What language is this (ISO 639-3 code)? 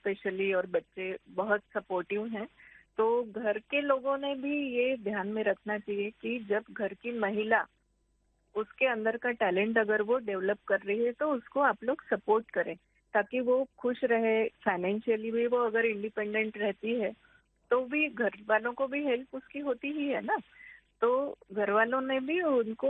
hin